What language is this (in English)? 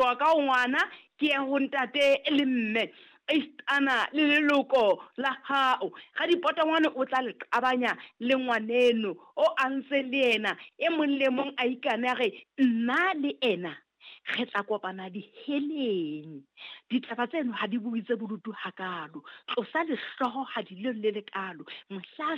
Southern Sotho